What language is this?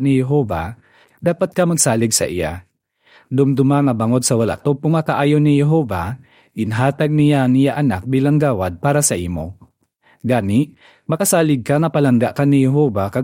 Hiligaynon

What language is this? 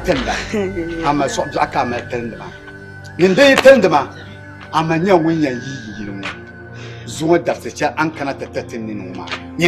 Dagbani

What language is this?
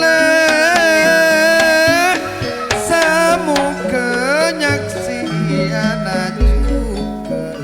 Madurese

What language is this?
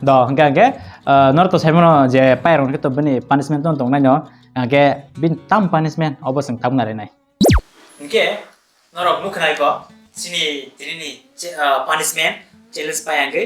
Kok Borok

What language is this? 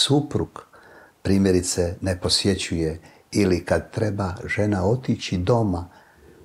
Croatian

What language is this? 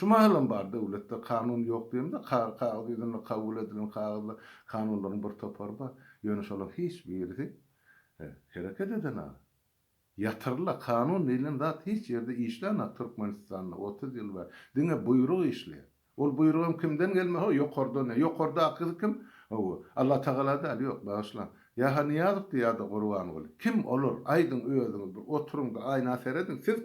Turkmen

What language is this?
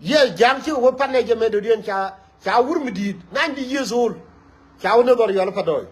Nuer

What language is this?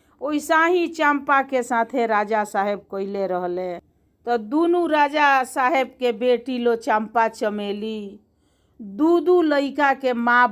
Bhojpuri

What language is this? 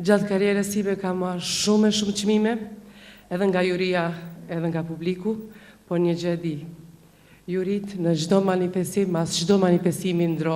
Albanian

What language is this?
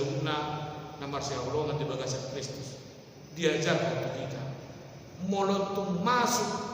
Batak Toba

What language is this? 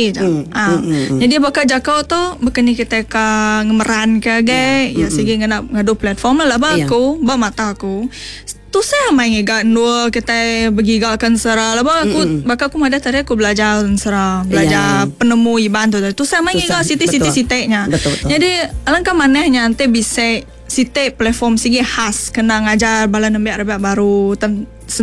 Iban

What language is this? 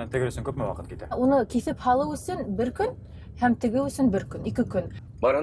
Bashkir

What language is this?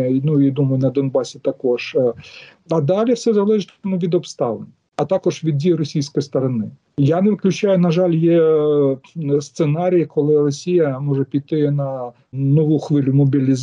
Ukrainian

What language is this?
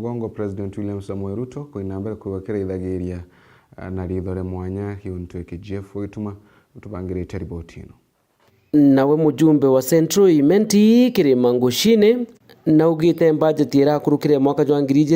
Meru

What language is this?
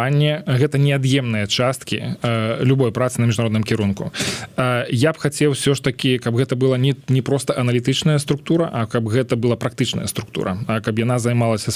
Belarusian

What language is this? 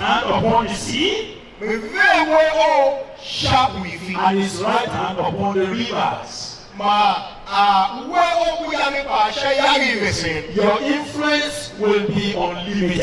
Tiv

